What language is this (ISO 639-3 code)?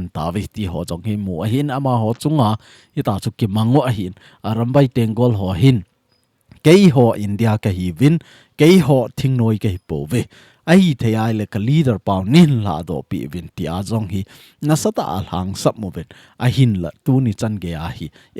tcz